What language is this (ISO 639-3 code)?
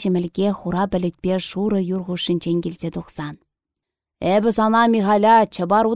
chv